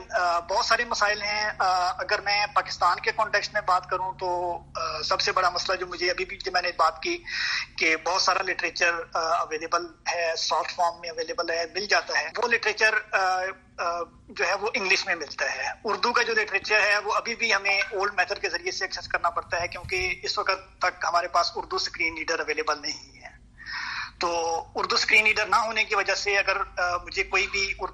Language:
Urdu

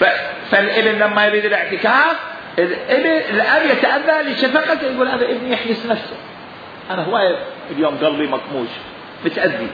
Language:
Mesopotamian Arabic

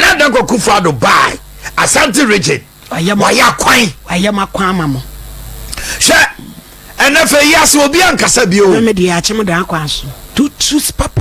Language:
Akan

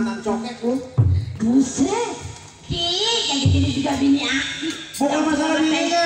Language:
Betawi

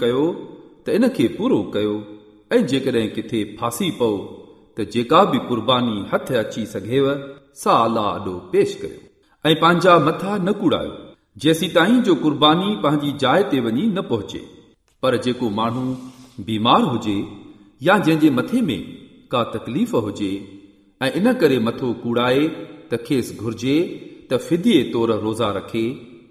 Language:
Sindhi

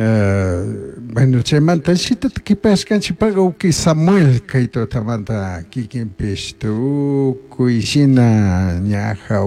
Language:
Chimborazo Highland Quichua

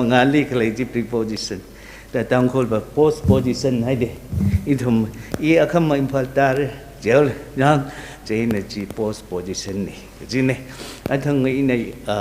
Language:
Tangkhul Naga (India)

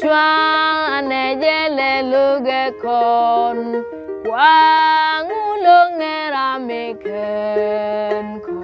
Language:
Nuer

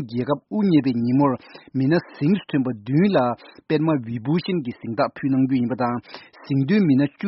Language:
Tibetan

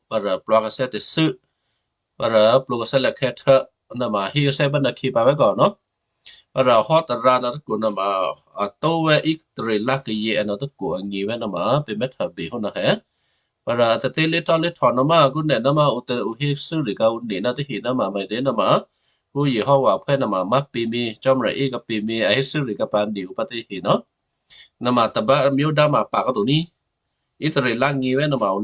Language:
Western Kayah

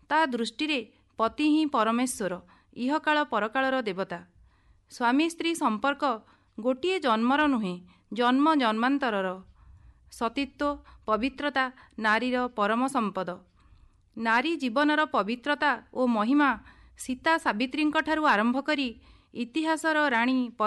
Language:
Odia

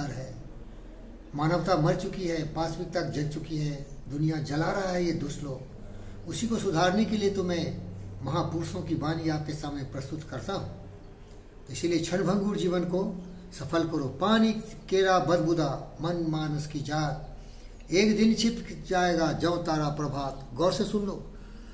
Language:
Hindi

